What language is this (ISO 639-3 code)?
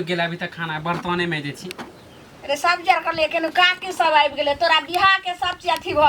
mai